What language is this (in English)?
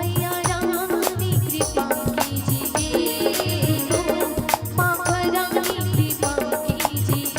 Chhattisgarhi